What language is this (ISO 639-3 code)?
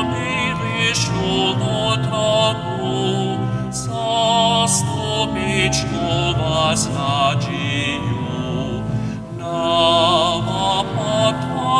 hsb